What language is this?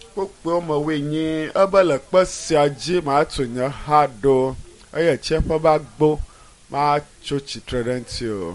Ewe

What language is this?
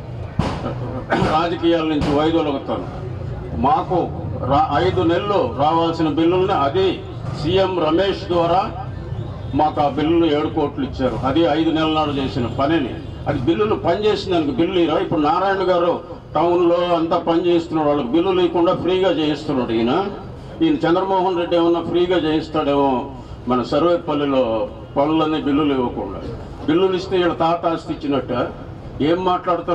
Telugu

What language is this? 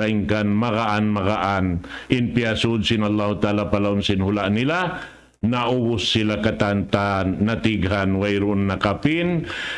Tausug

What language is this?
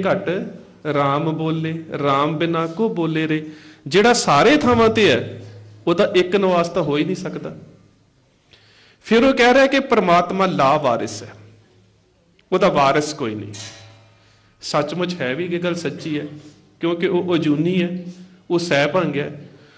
Punjabi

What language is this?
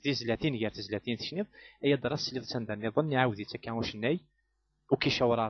Kabyle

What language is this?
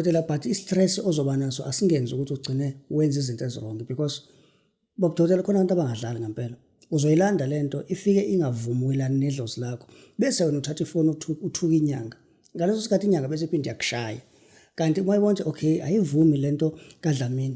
Zulu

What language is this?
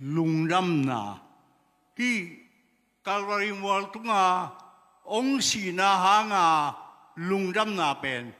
Tedim Chin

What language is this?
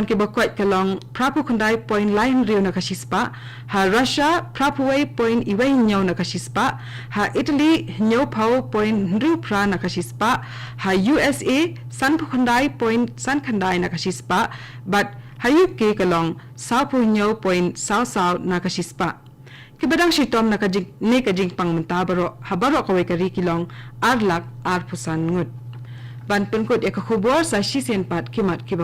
Khasi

